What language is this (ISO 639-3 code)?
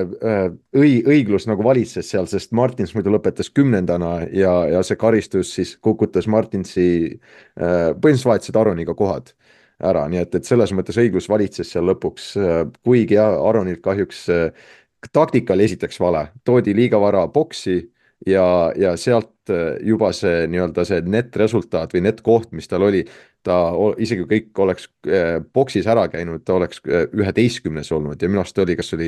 est